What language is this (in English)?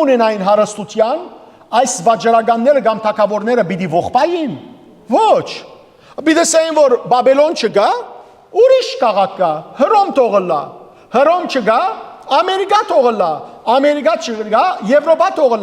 Western Armenian